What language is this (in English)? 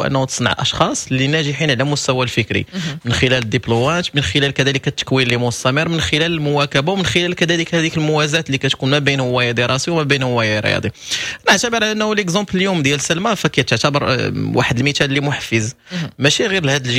Moroccan Arabic